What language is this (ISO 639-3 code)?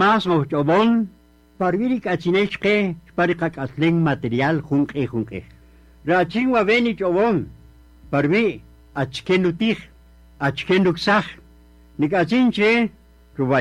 cak